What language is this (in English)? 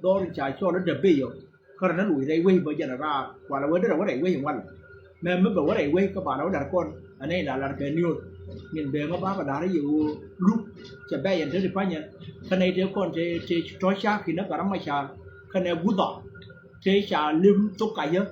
Nuer